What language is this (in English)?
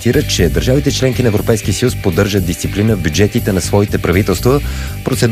Bulgarian